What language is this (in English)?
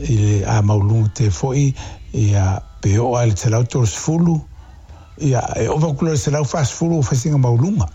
Samoan